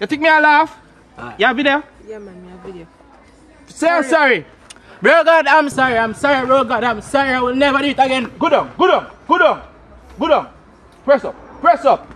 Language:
Jamaican Creole English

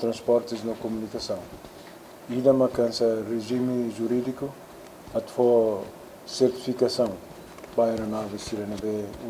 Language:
Tetum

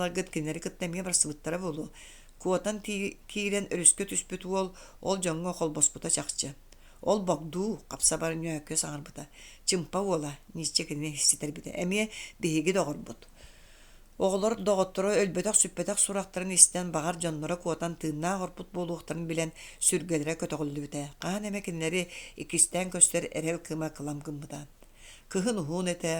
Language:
Yakut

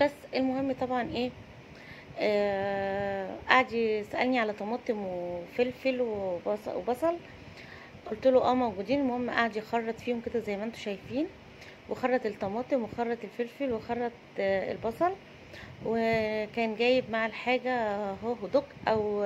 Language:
Egyptian Arabic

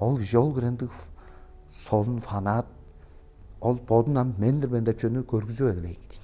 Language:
Tuvinian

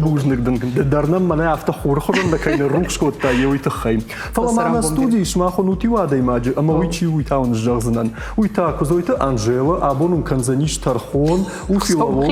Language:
Ossetic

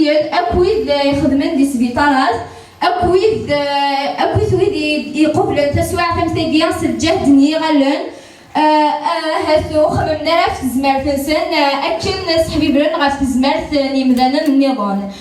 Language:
Kabyle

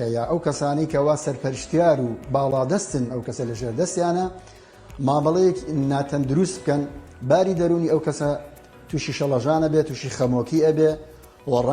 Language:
Central Kurdish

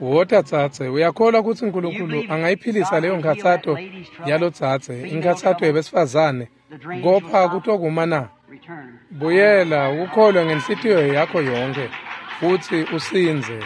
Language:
Swati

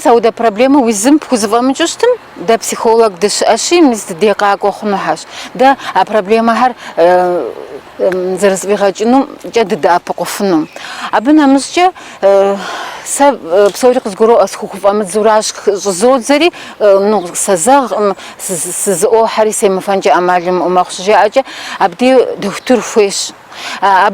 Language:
Kabardian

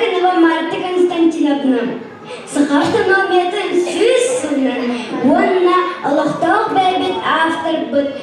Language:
Yakut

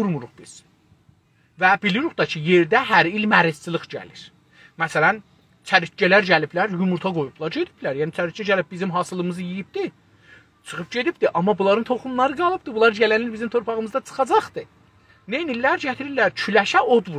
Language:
South Azerbaijani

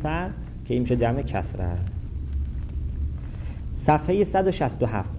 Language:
Persian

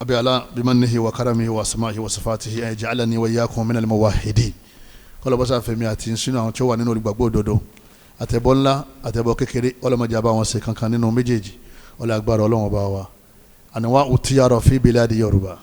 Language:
Yoruba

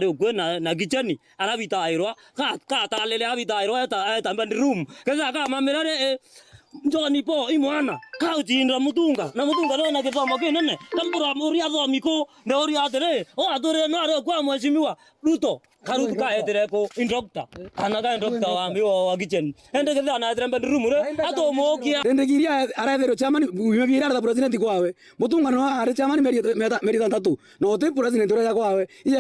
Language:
Meru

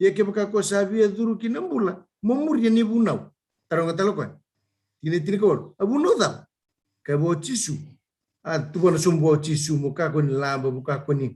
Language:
Fijian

